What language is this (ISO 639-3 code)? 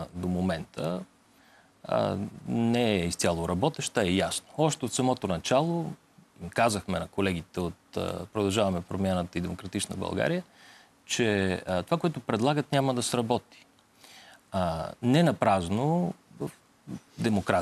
bul